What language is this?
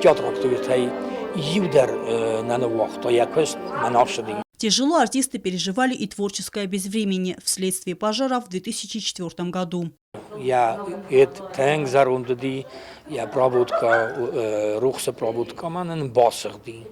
Ossetic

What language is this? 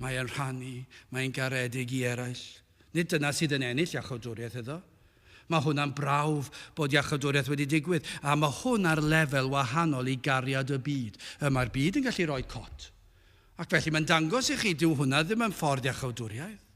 Welsh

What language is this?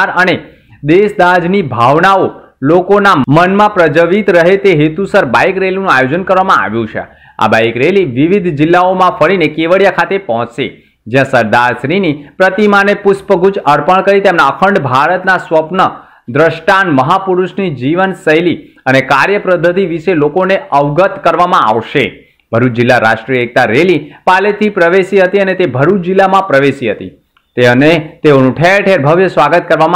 Gujarati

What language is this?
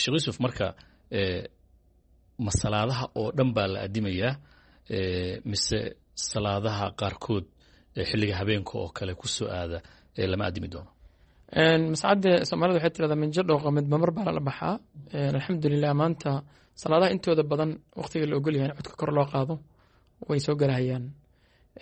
Somali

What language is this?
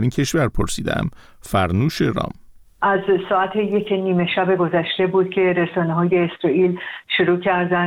Persian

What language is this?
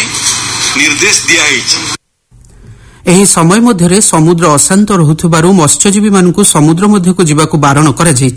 Odia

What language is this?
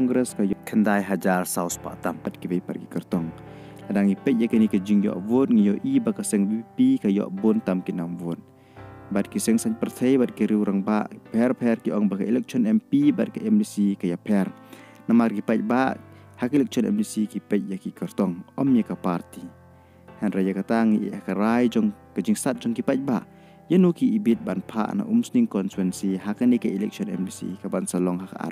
Khasi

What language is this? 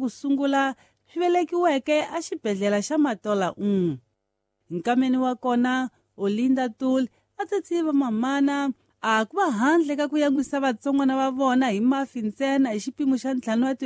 Tsonga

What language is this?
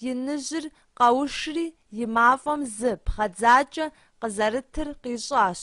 Kabardian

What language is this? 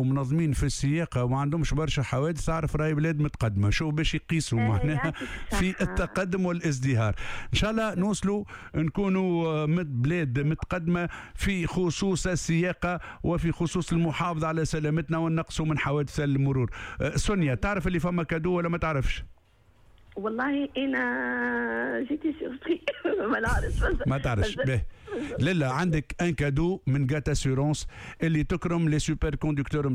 Tunisian Arabic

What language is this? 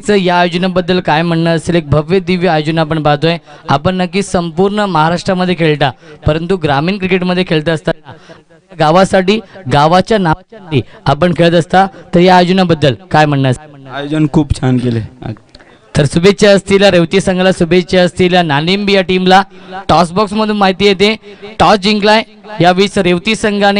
Marathi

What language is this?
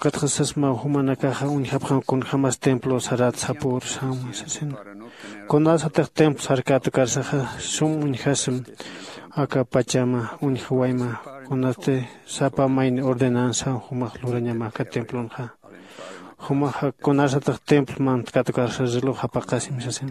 Aymara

